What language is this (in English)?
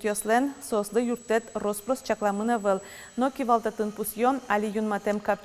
Udmurt